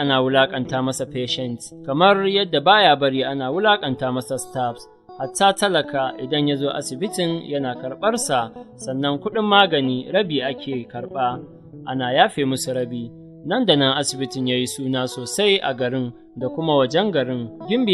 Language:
Hausa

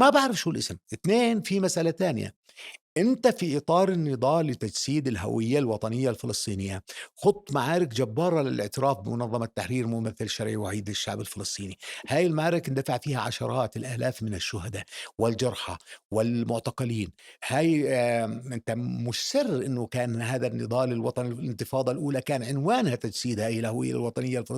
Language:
North Levantine Arabic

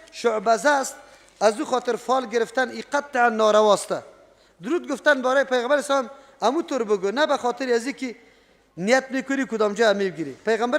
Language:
Persian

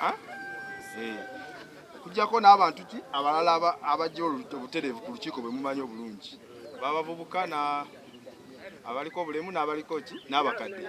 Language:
Ganda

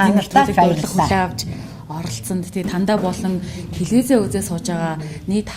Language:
Mongolian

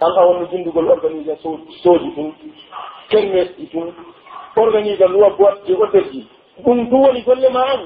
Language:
Pular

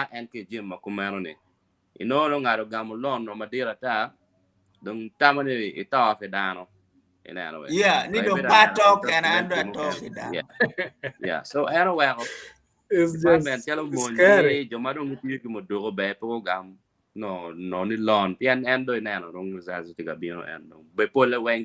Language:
Acoli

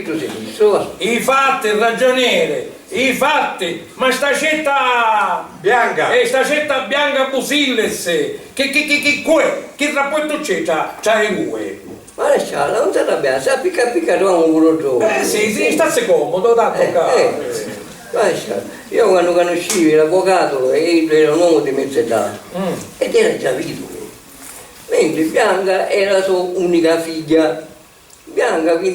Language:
Sicilian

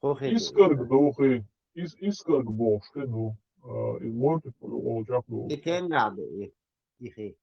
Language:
Chechen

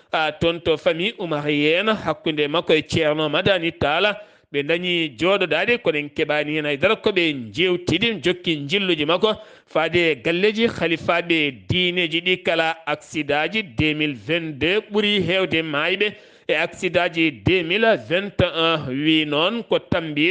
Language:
Fula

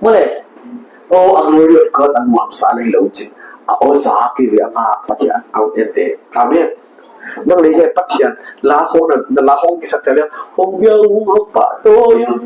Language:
Paite Chin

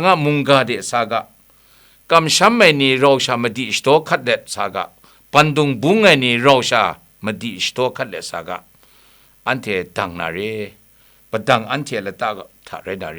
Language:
Kachin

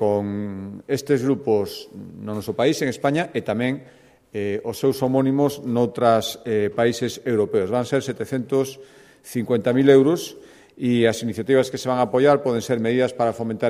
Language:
Galician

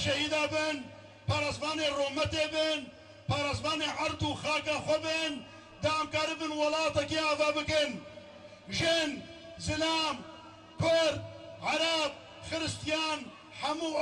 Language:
Kurdish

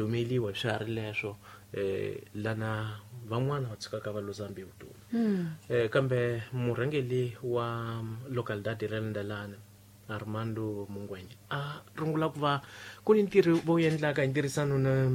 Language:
Tsonga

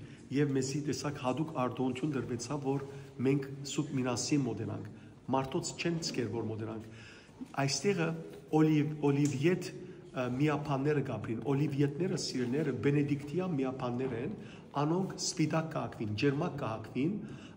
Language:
Western Armenian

